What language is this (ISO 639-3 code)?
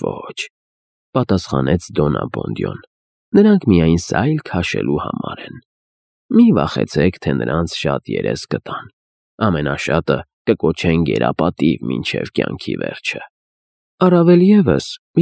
hye